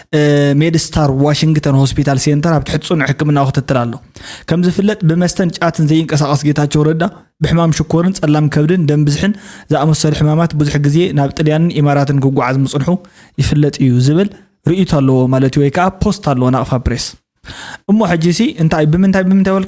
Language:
Tigrinya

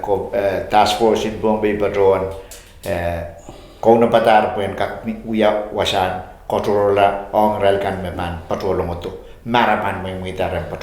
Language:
Pohnpeian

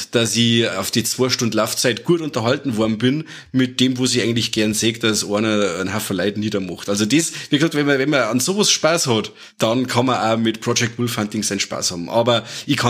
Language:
Bavarian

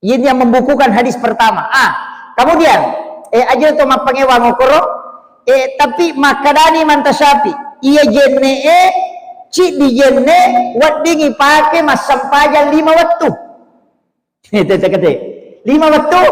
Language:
Buginese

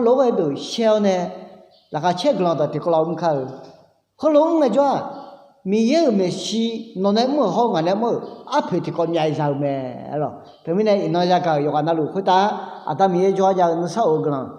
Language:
Akha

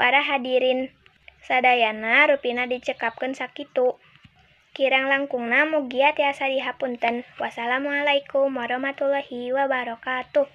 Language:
Sundanese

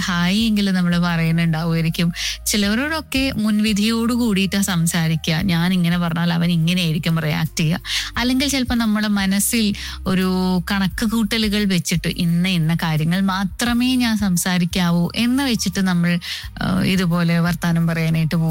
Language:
Malayalam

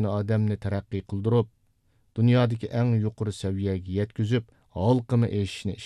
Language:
Uyghur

